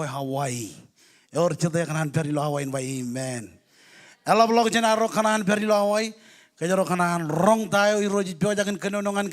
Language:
Marshallese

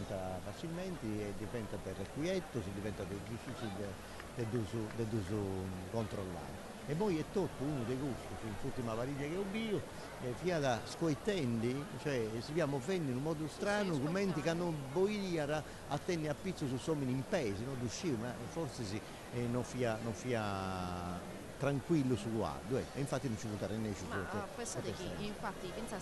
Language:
Sardinian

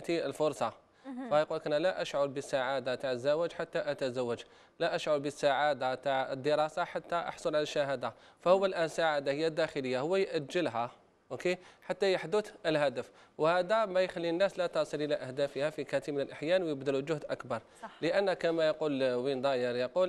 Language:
Algerian Arabic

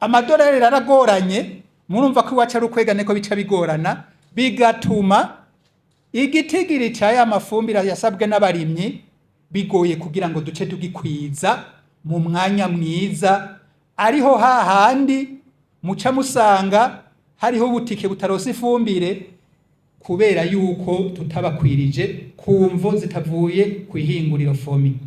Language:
Rundi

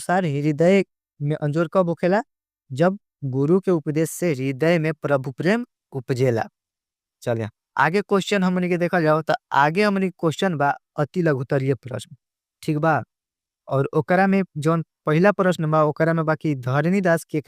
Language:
Bhojpuri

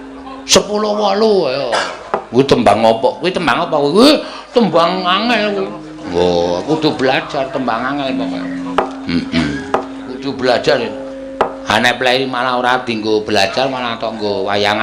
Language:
Javanese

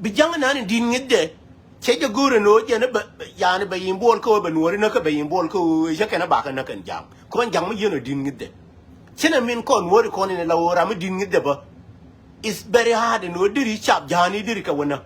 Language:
Nuer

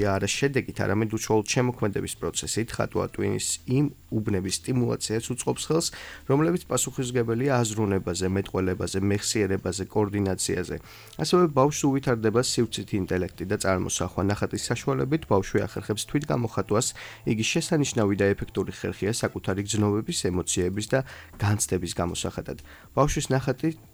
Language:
Georgian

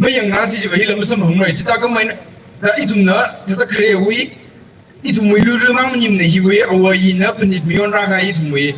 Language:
Tangkhul Naga (India)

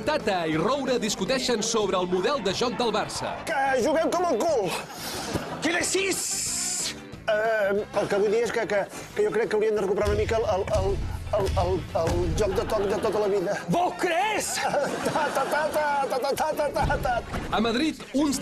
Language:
Catalan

